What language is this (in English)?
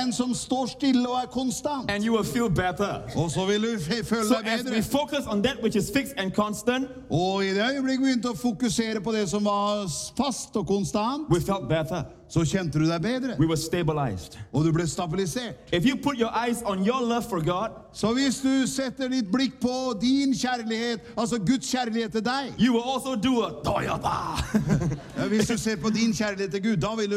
Norwegian